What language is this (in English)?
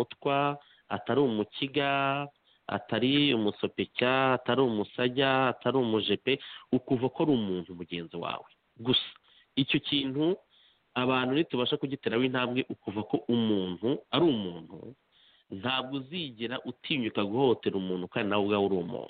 Kinyarwanda